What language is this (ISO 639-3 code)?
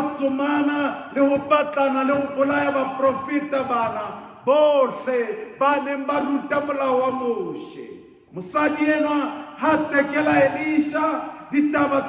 sot